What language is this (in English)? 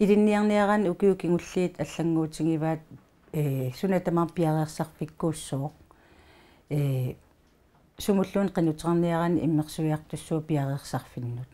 Kalaallisut